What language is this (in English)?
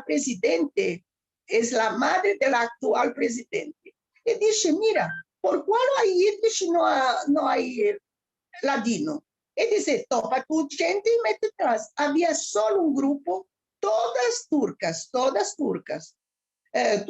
Ladino